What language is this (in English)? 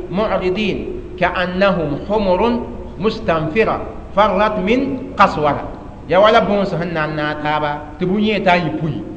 Mossi